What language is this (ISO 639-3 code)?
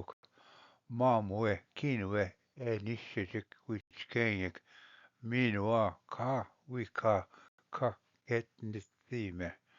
oji